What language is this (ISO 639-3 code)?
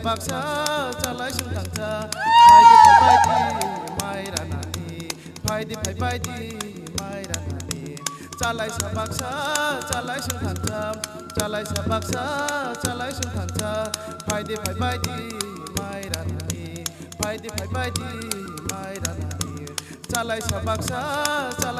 trp